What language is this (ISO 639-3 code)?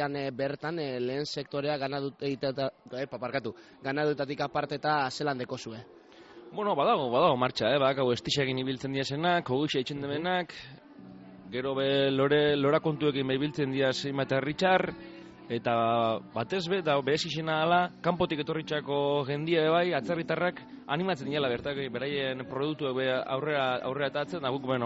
eus